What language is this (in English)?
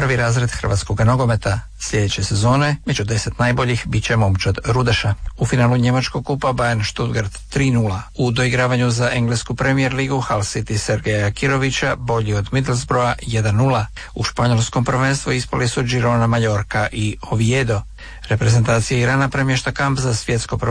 Croatian